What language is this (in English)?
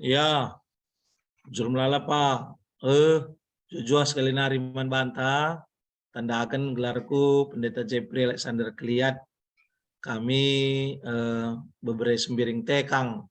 Batak Karo